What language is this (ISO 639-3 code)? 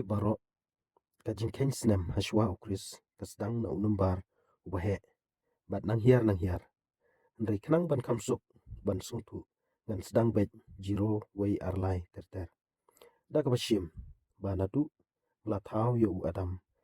kha